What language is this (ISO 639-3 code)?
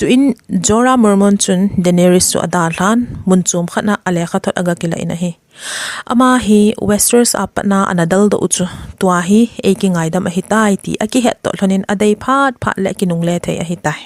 tcz